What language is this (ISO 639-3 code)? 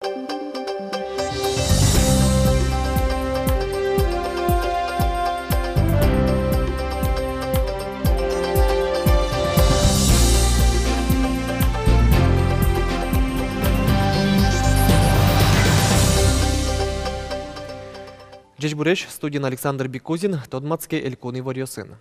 udm